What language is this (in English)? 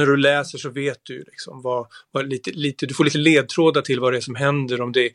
Swedish